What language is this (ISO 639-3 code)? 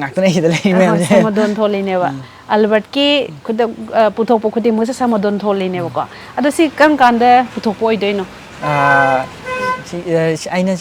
mni